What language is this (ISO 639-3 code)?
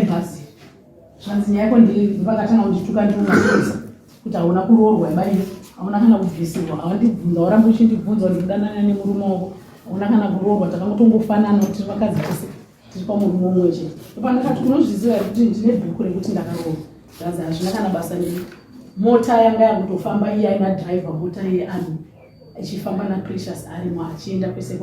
sna